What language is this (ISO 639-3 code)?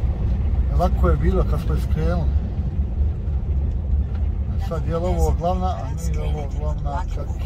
hrv